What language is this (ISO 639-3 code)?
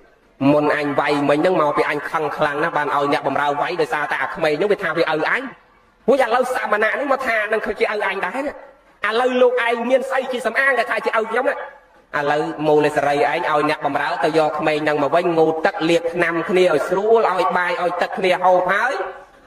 khm